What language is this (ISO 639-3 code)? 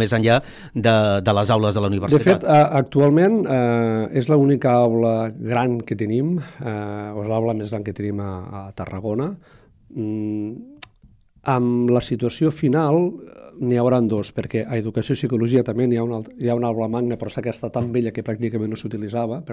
cat